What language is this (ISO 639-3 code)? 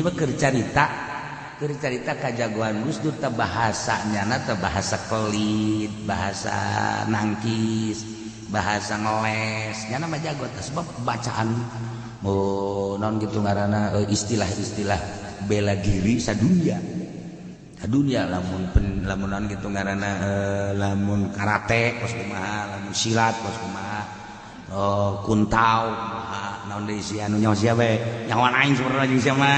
sun